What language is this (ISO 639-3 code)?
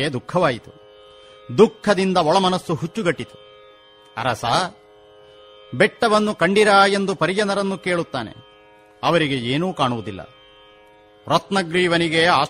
kan